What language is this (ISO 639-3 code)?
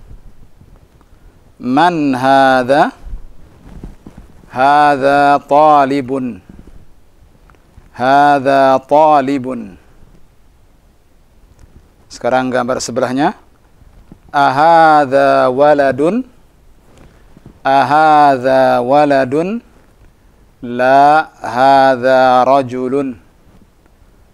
ind